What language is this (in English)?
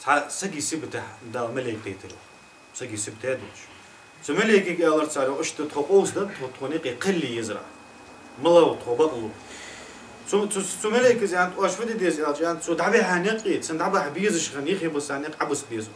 Ingush